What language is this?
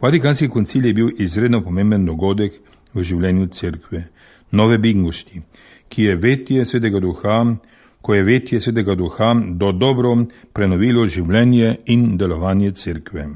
Slovenian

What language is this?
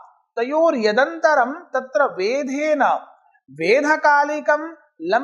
Sanskrit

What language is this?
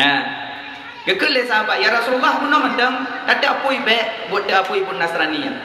Achinese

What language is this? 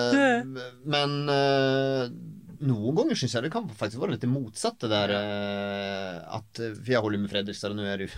Norwegian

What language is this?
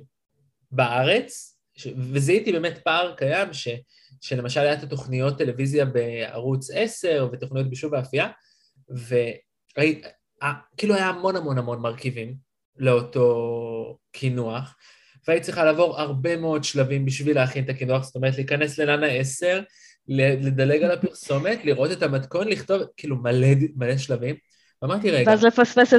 Hebrew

